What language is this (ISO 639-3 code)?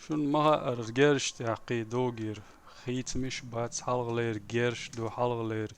che